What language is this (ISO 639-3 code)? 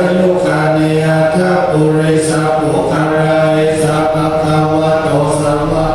pli